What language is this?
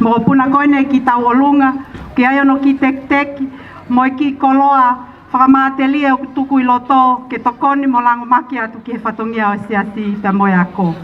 Tongan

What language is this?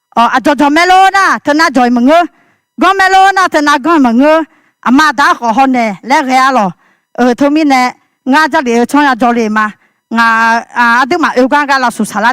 Akha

